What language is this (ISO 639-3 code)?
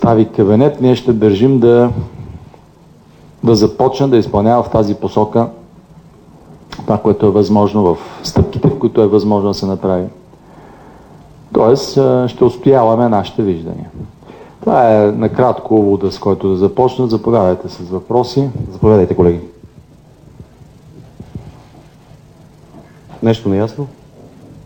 bul